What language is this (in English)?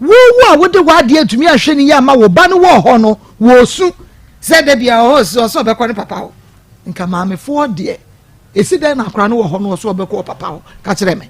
Akan